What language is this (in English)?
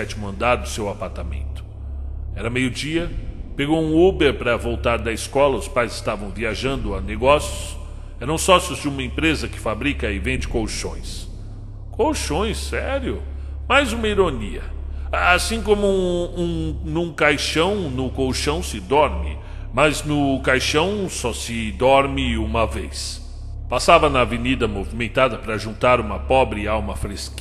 Portuguese